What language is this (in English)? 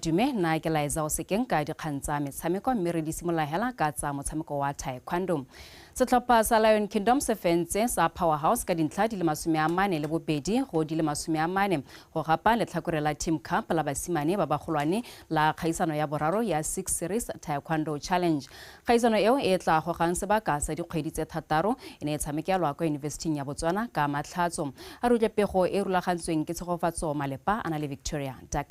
Tswana